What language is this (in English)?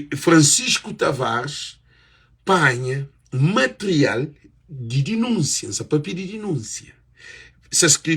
Kabuverdianu